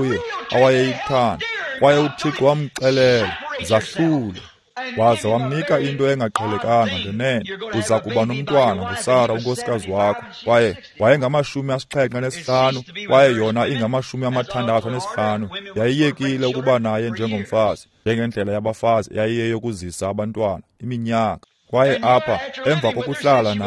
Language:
Xhosa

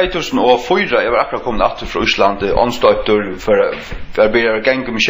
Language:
Faroese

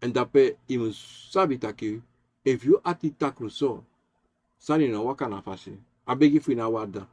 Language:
Sranan Tongo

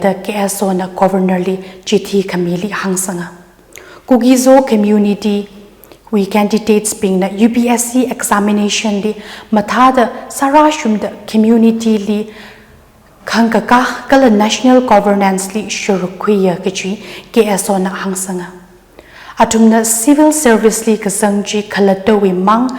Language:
Tangkhul Naga (India)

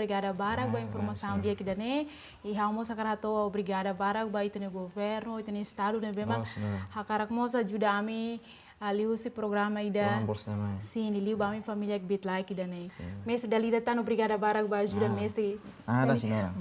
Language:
Tetum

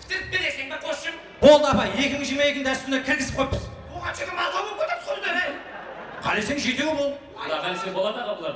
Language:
Kara-Kalpak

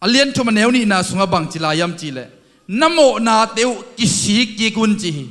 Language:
Tedim Chin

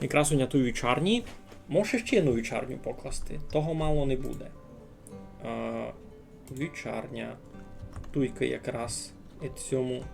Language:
Rusyn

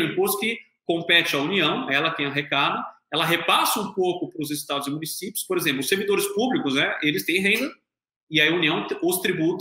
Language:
Portuguese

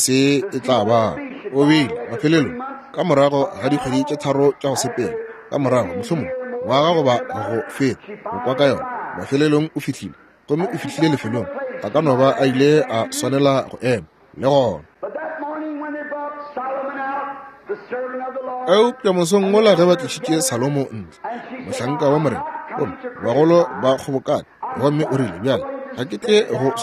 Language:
Northern Sotho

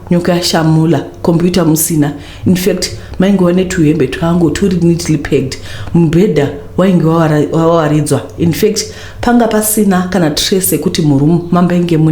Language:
Shona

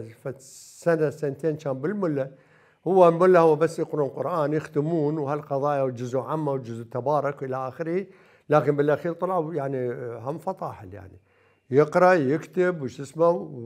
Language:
Mesopotamian Arabic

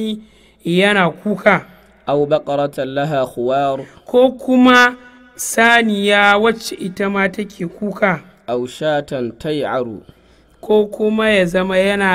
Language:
Hausa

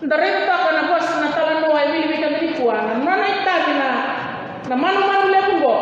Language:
Fijian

